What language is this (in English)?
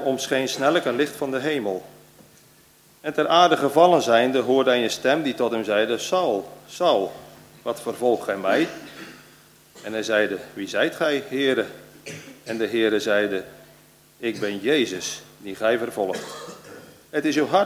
Dutch